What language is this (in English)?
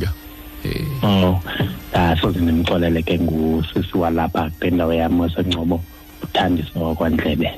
Xhosa